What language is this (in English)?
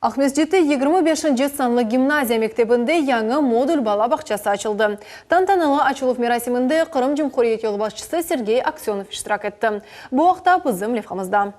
Crimean Tatar